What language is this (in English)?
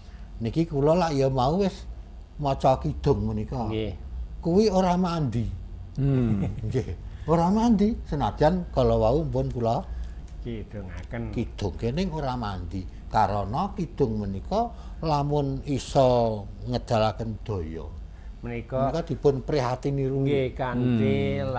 Javanese